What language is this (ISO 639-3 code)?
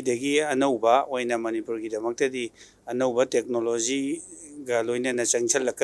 mni